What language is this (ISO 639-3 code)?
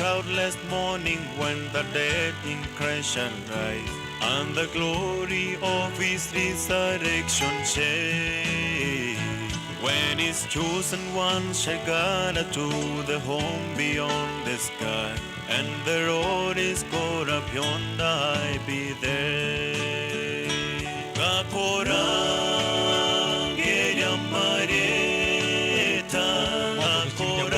guz